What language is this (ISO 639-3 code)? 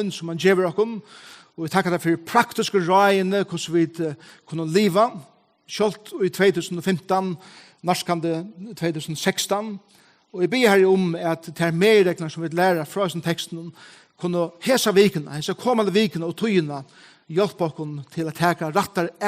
fao